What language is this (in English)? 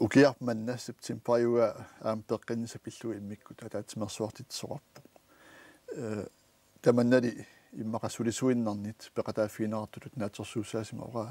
Kalaallisut